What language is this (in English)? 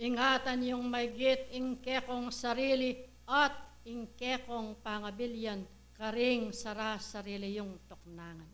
Pampanga